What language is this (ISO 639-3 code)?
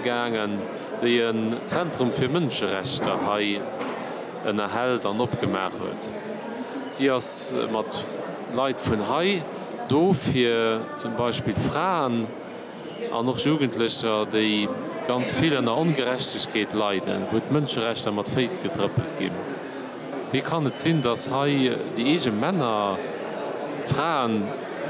ltz